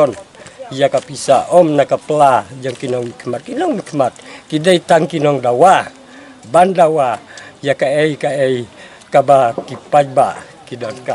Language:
Khasi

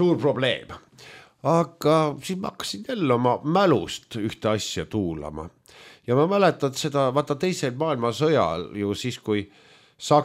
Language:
Estonian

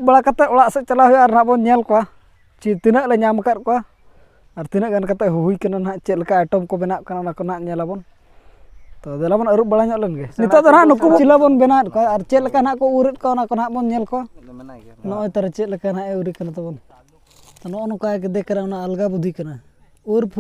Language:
Santali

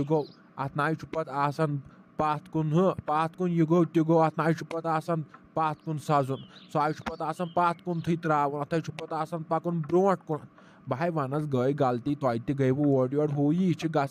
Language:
Kashmiri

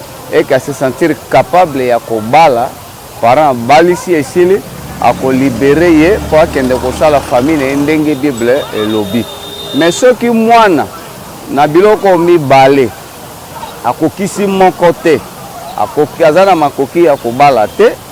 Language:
Lingala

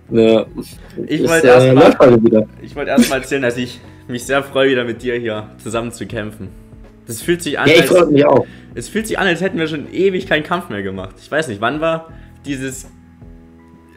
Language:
German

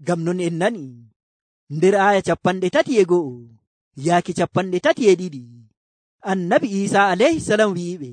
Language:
Nigerian Fulfulde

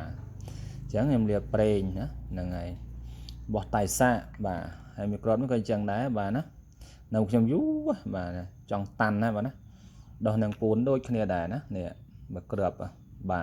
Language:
Khmer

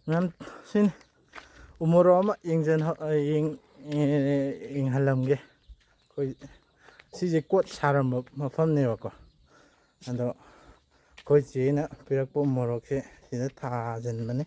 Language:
Manipuri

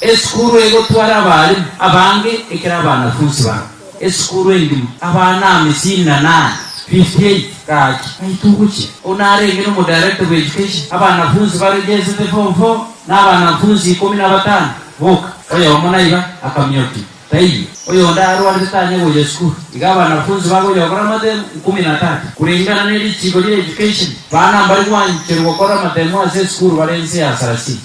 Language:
Gusii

